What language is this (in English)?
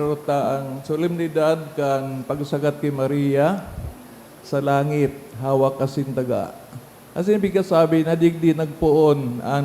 Bikol